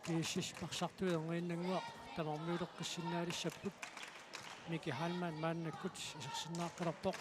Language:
Kalaallisut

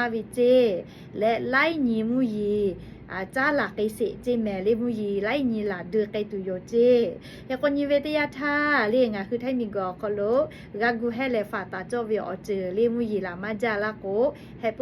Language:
Lahu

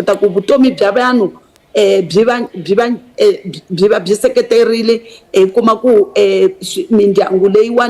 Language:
Tsonga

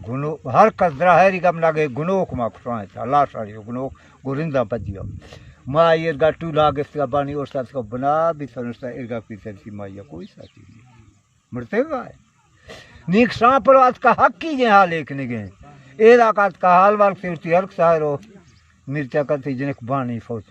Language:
Baluchi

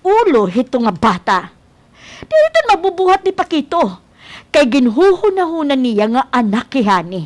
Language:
Waray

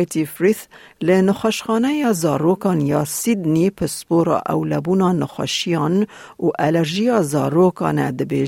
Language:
Kurdish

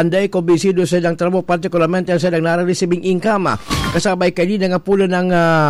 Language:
Bikol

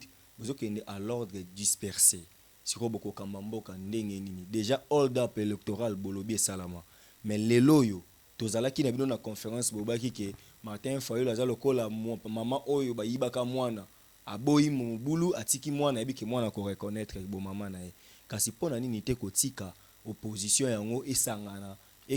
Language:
Lingala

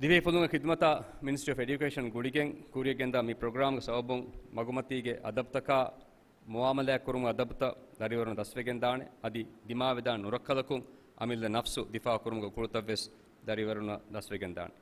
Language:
Divehi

